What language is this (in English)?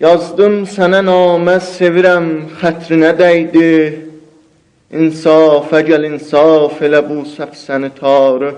South Azerbaijani